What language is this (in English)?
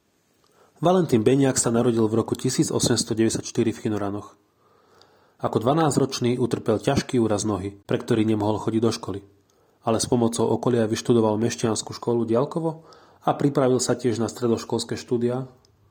Slovak